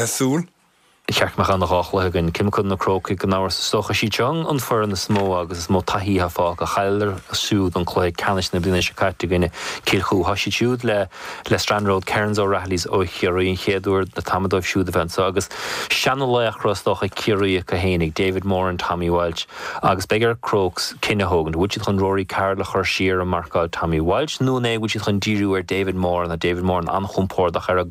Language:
Irish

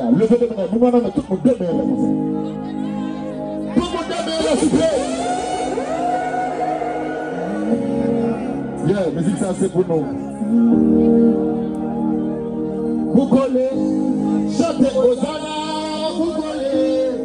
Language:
French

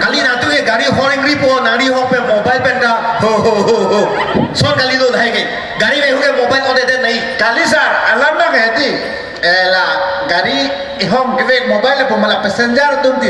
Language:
Karbi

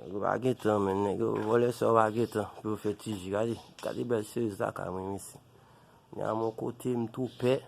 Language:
Haitian Creole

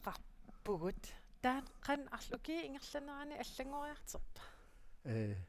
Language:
Kalaallisut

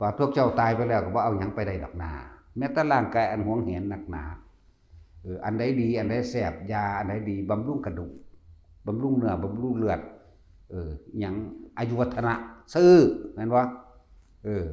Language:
Northeastern Thai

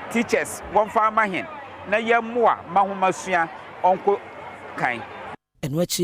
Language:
Akan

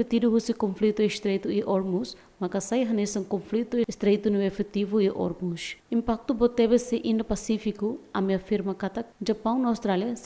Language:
Tetum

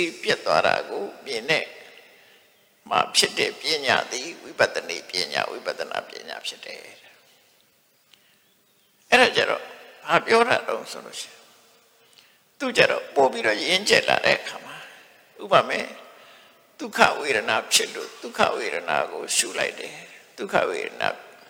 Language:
Burmese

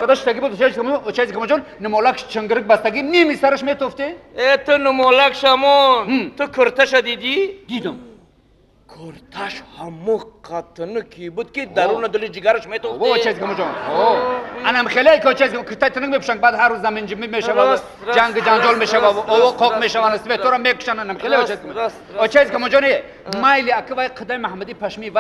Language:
Tajik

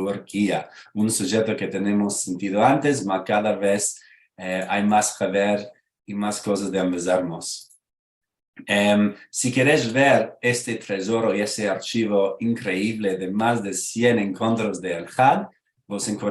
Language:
Ladino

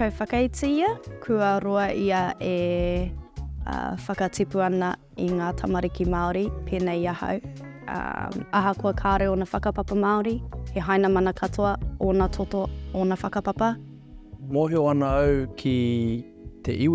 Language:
Māori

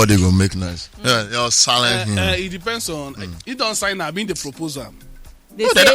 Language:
Nigerian Pidgin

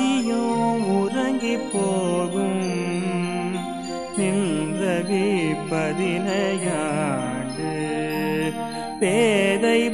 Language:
Tamil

